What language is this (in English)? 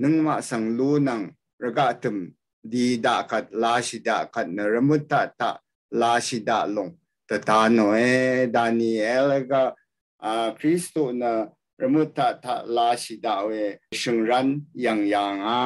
Rawang